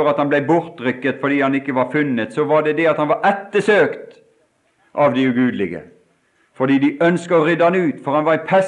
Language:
Norwegian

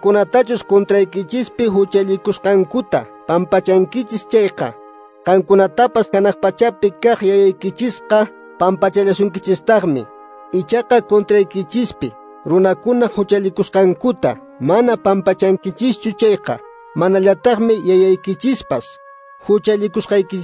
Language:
Quechua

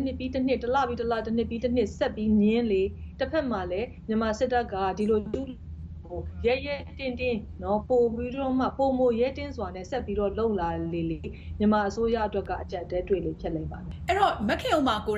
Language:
Burmese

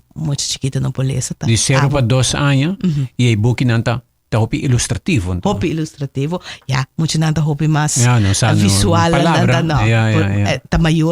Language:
Papiamento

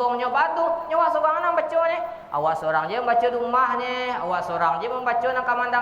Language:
Minangkabau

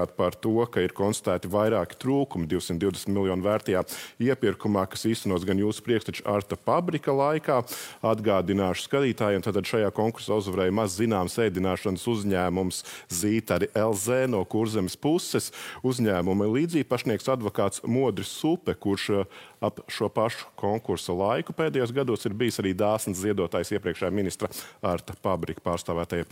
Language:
Latvian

